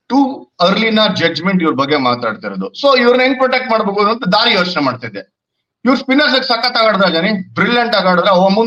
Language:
Kannada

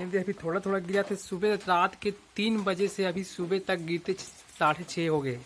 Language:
Chhattisgarhi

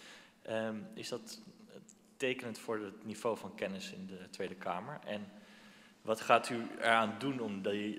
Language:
Dutch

